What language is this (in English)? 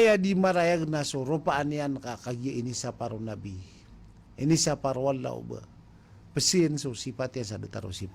Maranao